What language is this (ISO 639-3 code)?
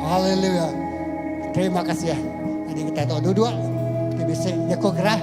iba